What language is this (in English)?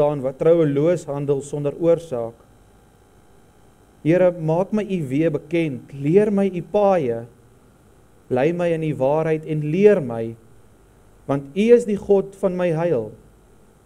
Afrikaans